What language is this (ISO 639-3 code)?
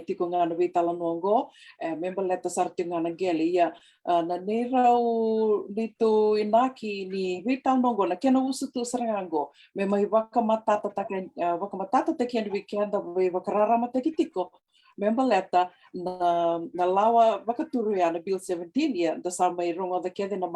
fij